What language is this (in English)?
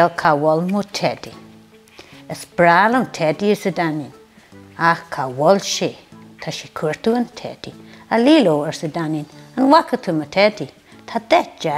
Irish